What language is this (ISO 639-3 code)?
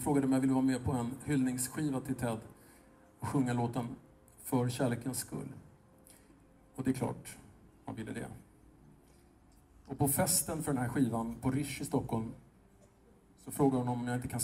swe